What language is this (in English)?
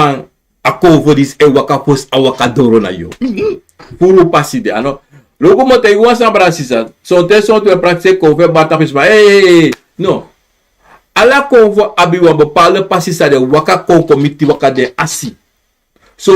Sranan Tongo